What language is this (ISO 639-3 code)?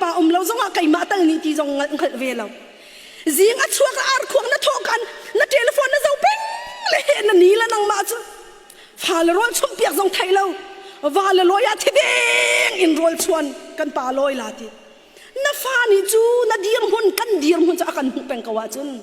cnh